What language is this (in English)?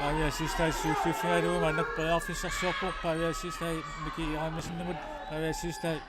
Kalaallisut